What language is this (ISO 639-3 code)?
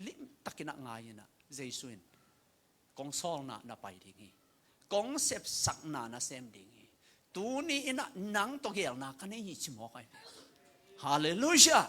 ctd